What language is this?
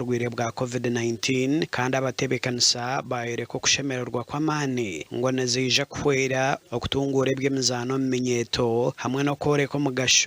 Nyankole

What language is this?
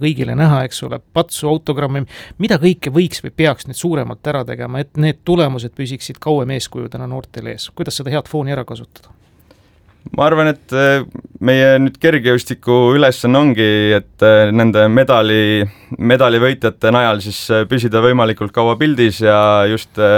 Estonian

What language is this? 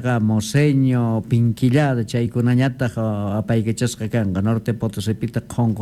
Quechua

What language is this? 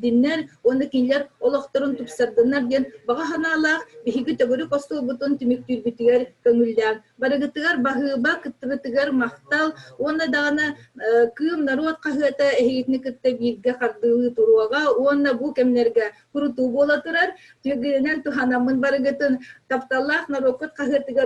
Yakut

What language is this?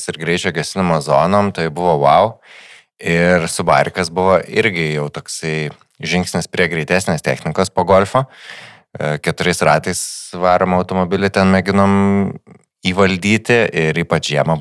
Lithuanian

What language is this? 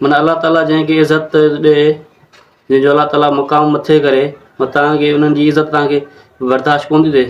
Sindhi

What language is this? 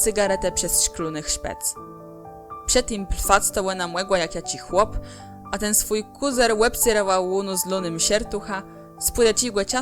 Kashubian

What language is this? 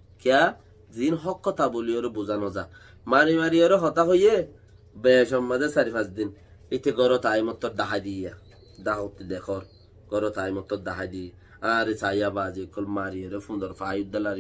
Rohingya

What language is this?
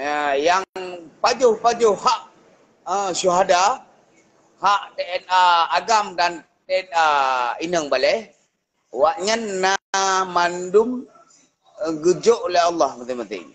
Achinese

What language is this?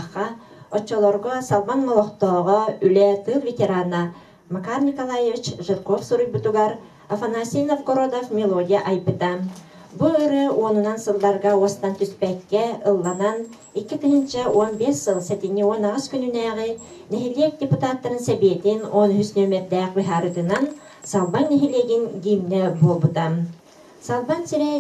Yakut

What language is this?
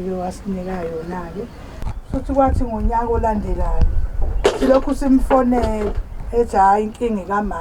Zulu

